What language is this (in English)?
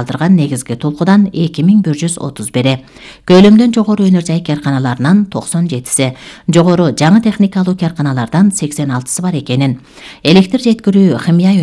Kyrgyz